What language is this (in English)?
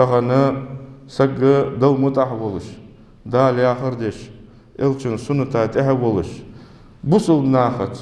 Ingush